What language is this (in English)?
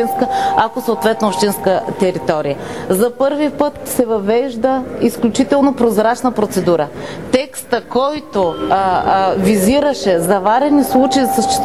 Bulgarian